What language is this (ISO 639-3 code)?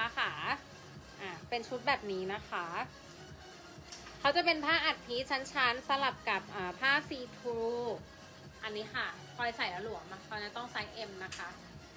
tha